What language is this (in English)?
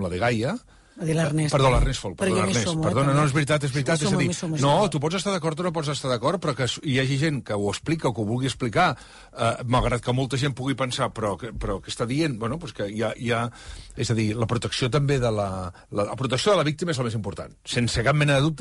Catalan